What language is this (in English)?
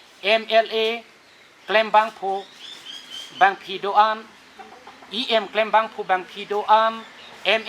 Karbi